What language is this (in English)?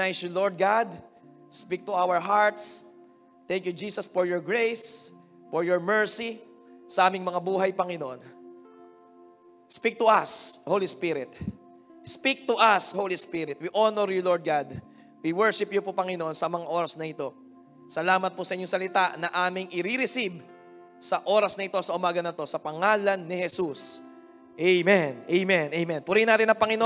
Filipino